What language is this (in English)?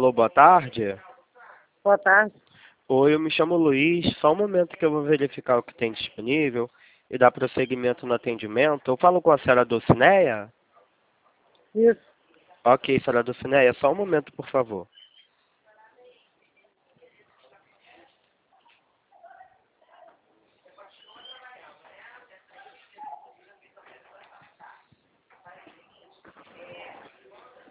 Portuguese